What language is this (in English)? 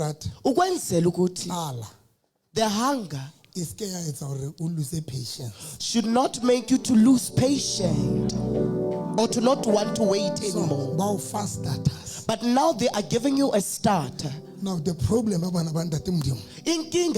Southern Sotho